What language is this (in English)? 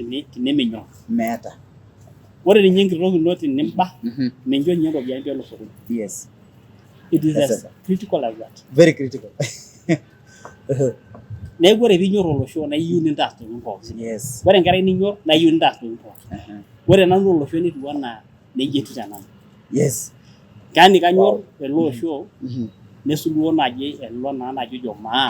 Masai